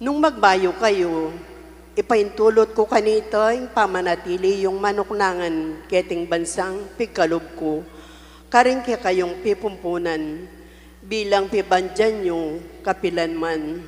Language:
Pampanga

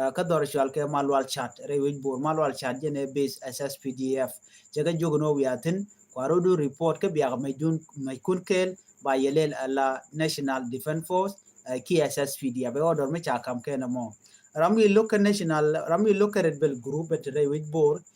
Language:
Nuer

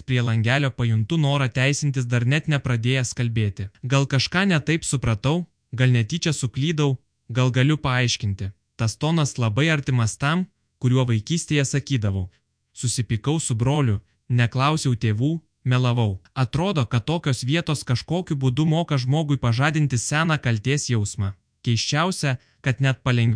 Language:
Lithuanian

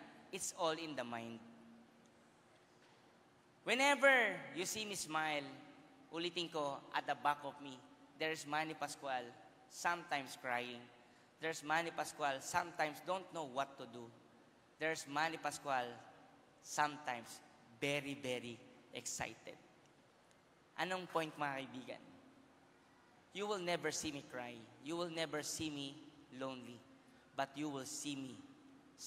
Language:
Filipino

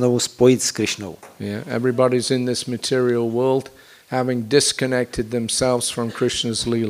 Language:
Czech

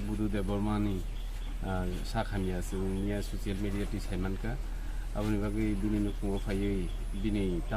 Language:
Kok Borok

